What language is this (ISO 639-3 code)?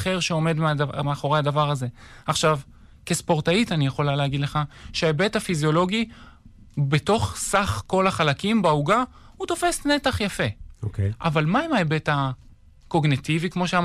heb